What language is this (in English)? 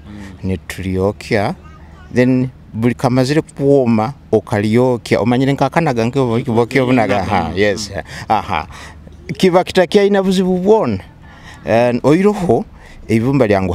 Nyoro